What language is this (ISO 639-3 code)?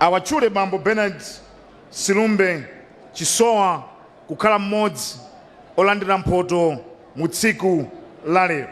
nya